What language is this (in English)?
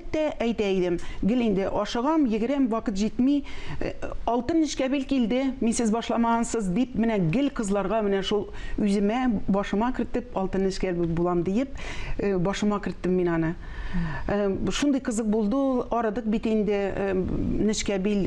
Tatar